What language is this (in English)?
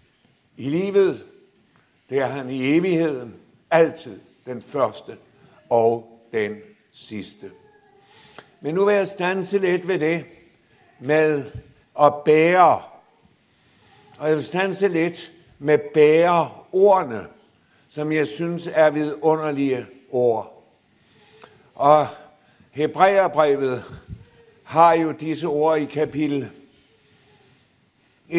Danish